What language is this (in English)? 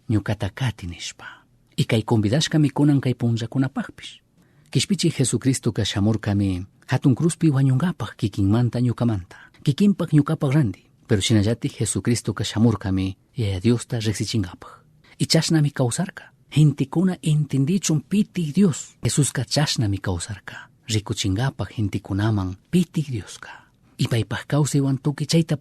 Chimborazo Highland Quichua